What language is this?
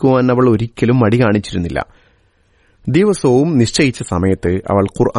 Malayalam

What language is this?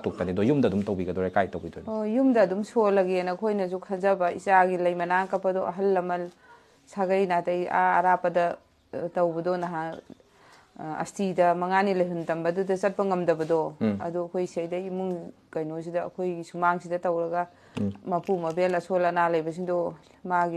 Manipuri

